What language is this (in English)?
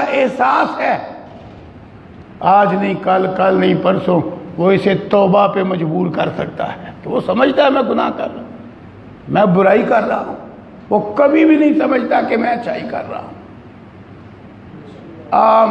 Urdu